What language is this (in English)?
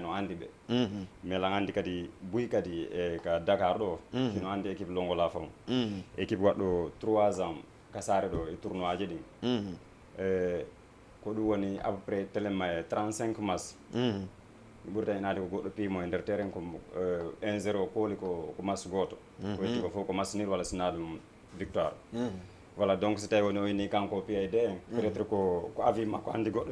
Fula